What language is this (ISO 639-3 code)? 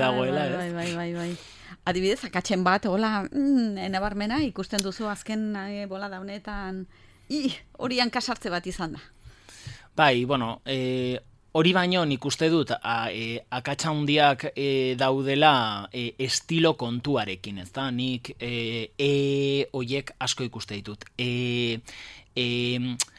eus